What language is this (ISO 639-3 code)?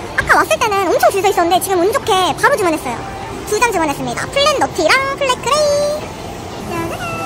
kor